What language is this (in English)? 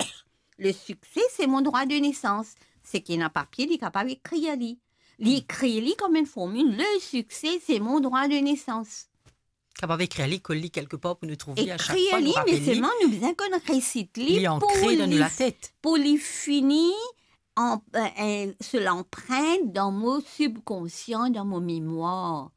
Morisyen